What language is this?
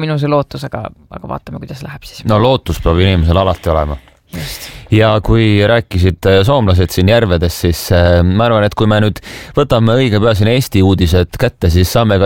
Estonian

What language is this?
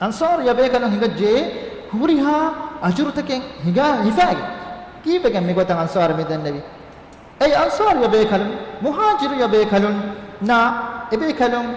Divehi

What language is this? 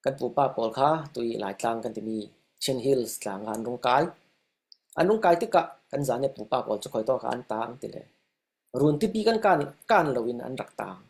Falam Chin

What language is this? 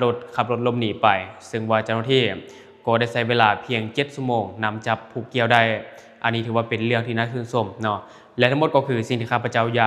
Lao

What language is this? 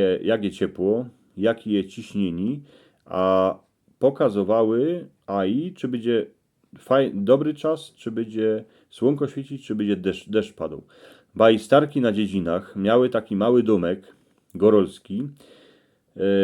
Silesian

